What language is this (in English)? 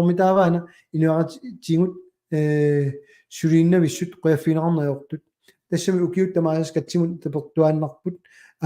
Kalaallisut